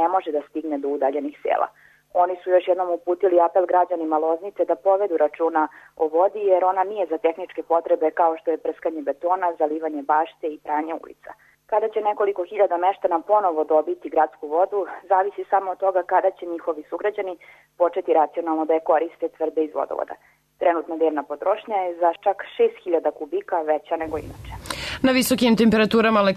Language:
Serbian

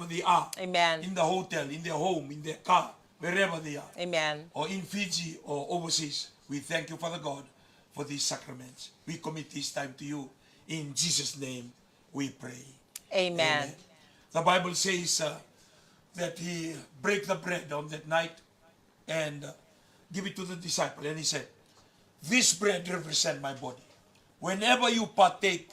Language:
Fijian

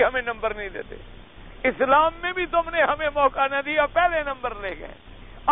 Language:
Urdu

